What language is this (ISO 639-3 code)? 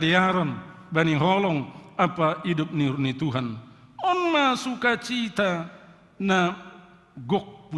bts